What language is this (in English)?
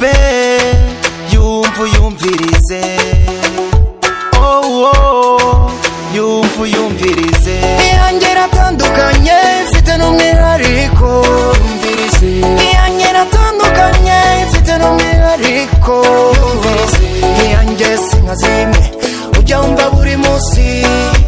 Kinyarwanda